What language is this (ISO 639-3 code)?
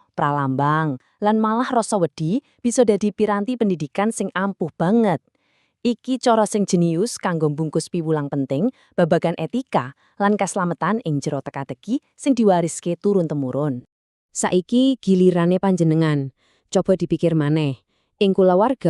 jav